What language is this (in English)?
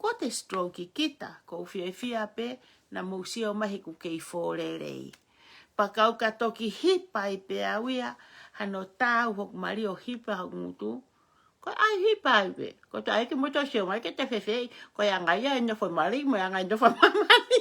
Tongan